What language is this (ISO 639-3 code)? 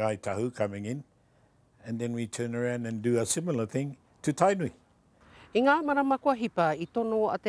mri